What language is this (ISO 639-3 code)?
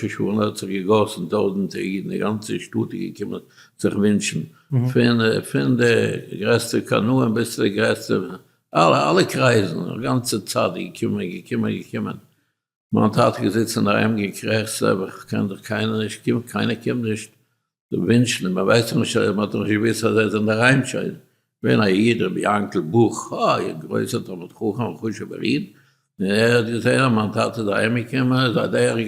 yid